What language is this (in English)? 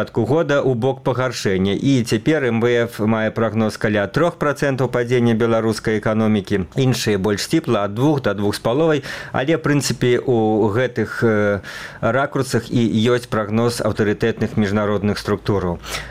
Belarusian